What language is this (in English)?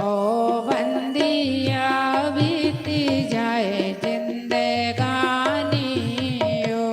Dogri